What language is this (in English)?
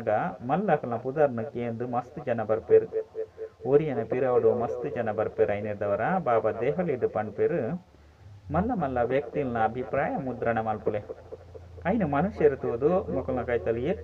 Tulu